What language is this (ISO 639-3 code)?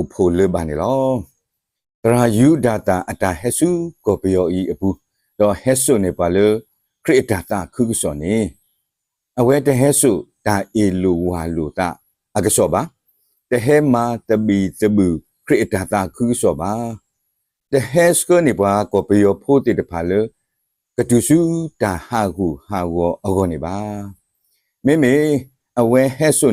ksw